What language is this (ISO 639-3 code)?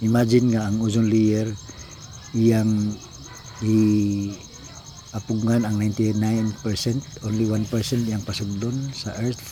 ceb